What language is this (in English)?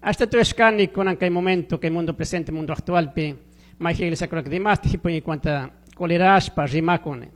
Chimborazo Highland Quichua